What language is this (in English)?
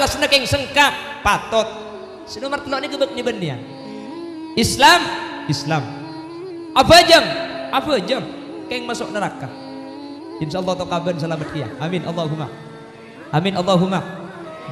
Madurese